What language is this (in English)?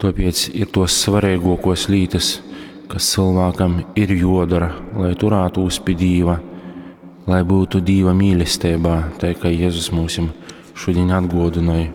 Latgalian